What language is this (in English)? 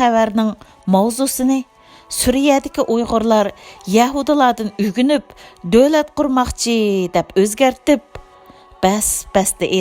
Uyghur